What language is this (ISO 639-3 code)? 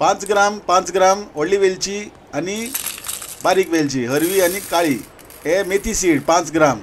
kok